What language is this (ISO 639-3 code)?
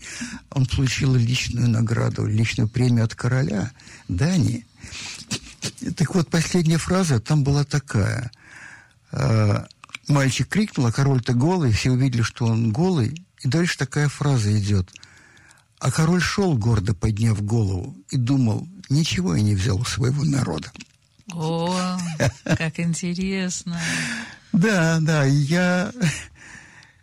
rus